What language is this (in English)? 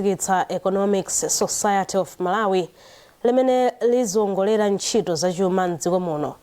Nyanja